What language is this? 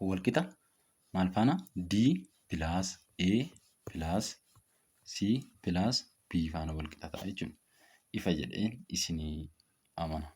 Oromo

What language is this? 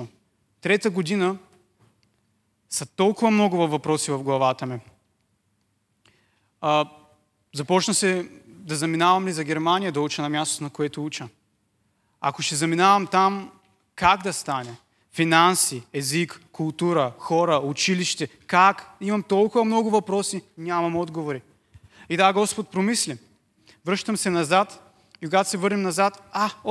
Bulgarian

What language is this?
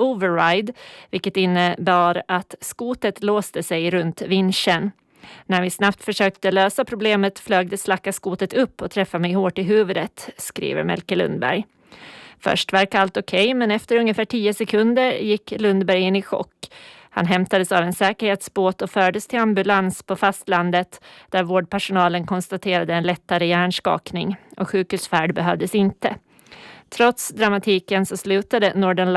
Swedish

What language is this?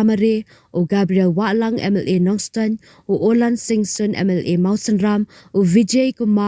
Khasi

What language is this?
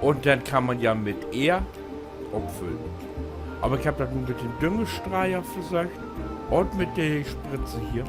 Low German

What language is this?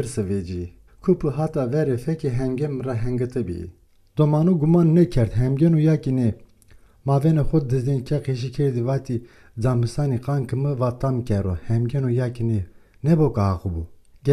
Zaza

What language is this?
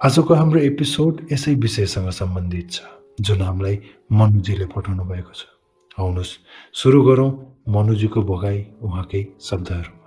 Nepali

